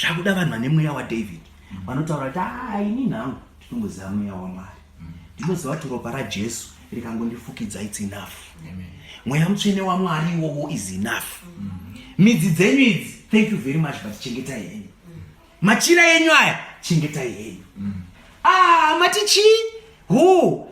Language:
Shona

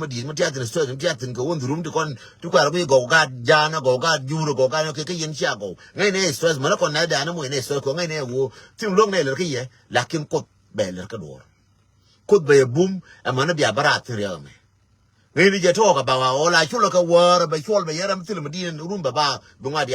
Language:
Nuer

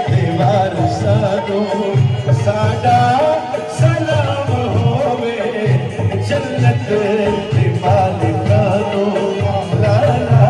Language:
Pahari-Potwari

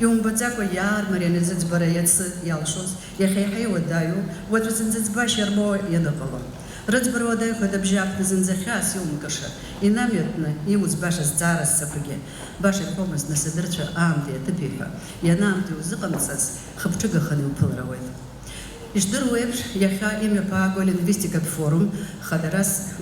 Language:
Abkhazian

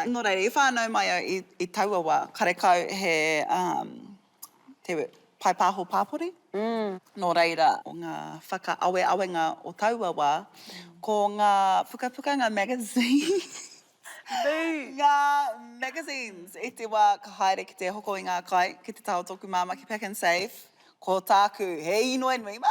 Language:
Māori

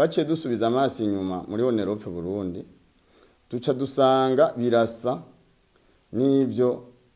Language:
Rundi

